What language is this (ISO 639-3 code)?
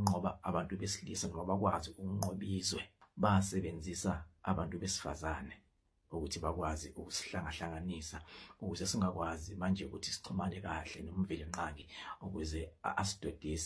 zul